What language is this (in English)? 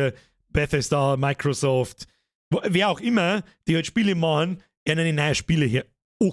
Bavarian